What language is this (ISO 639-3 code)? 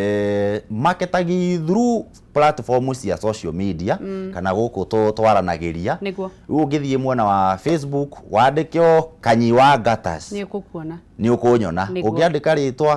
kik